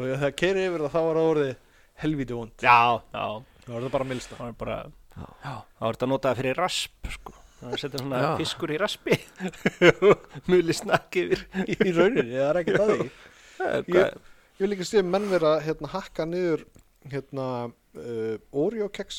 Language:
Icelandic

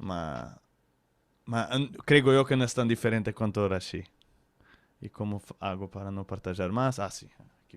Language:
Ladino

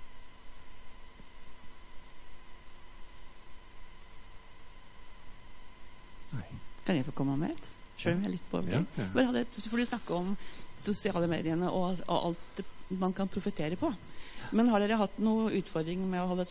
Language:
Norwegian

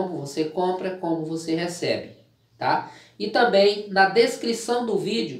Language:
Portuguese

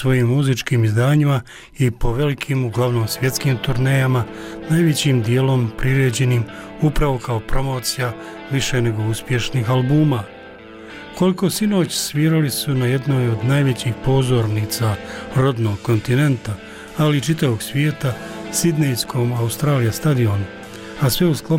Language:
Bosnian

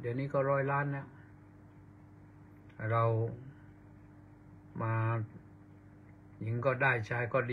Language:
Thai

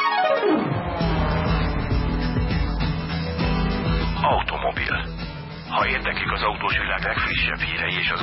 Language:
Hungarian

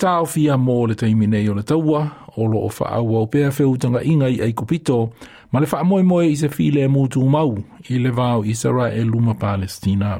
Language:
Samoan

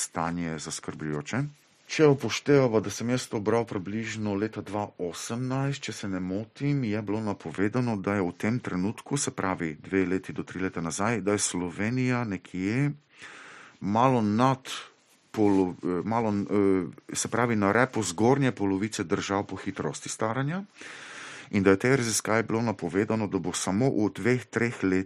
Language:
Slovenian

